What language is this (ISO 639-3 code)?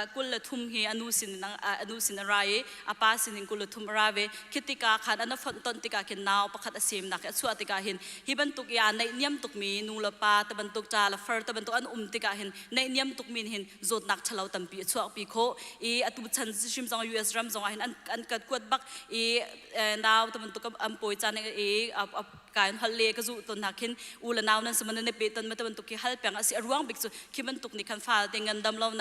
cnh